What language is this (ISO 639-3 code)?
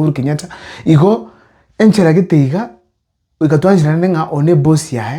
guz